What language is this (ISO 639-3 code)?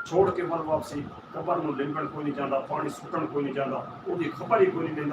skr